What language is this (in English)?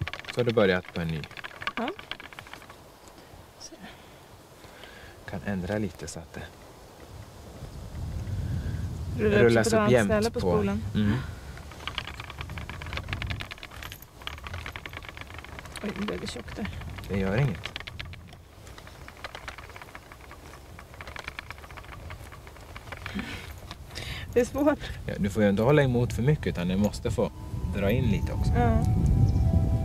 Swedish